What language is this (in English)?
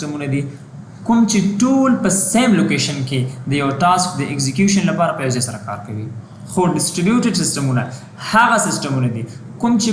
Pashto